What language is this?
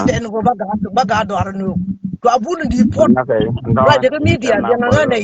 Nuer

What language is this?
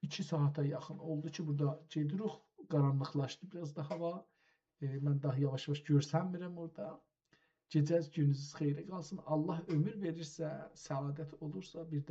South Azerbaijani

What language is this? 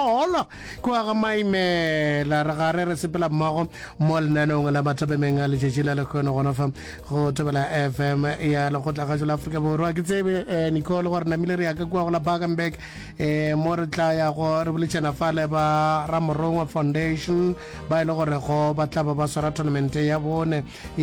Northern Sotho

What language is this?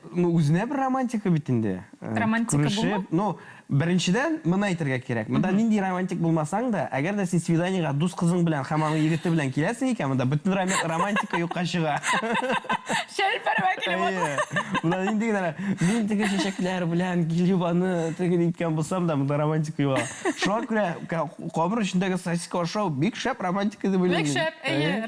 Tatar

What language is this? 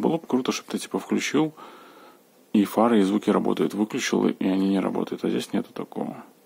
Russian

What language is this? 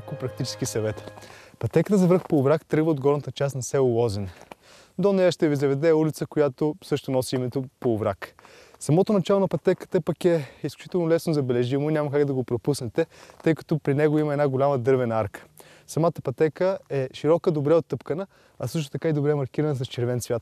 Bulgarian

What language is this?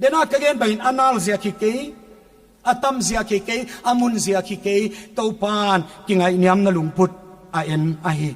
Paite Chin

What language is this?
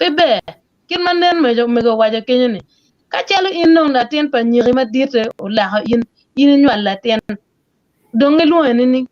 Acoli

